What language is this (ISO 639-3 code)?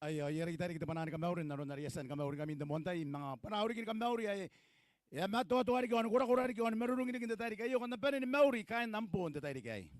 gil